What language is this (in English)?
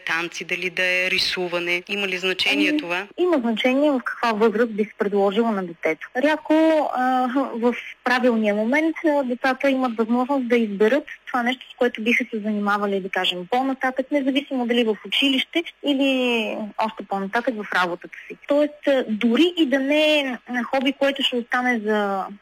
Bulgarian